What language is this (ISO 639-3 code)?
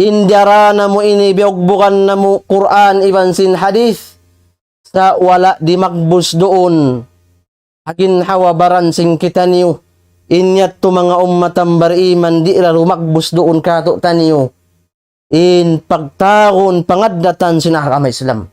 tsg